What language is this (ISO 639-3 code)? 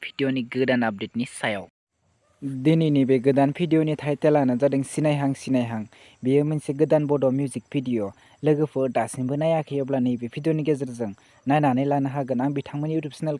brx